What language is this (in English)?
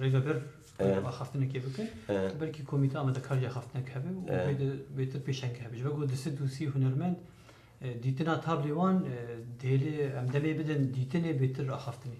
Kurdish